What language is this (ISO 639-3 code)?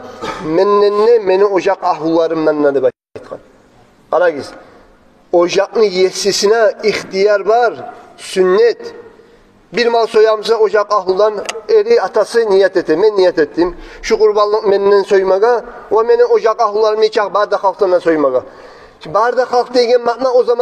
kum